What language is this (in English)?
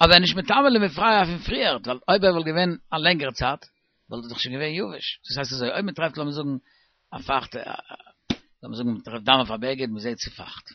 Yiddish